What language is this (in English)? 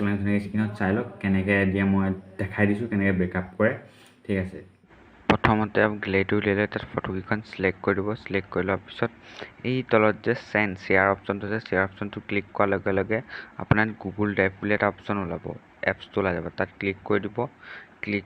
Assamese